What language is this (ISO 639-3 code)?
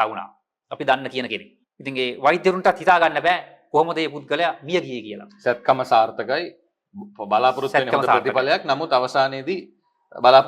sin